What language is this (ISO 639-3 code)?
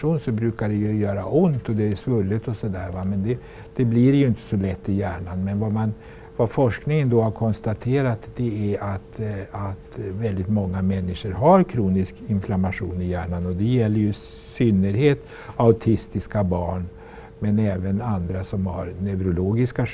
swe